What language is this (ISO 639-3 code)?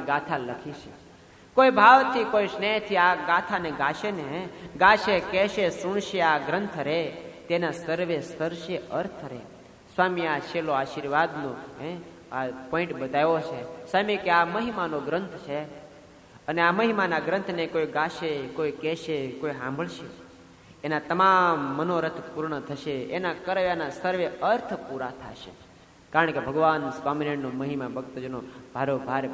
guj